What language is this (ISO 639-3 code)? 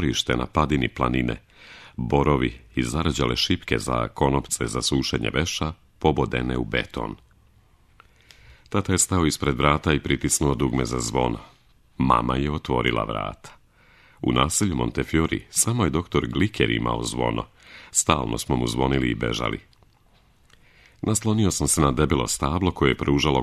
srp